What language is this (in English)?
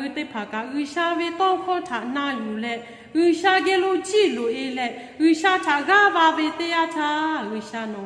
Lahu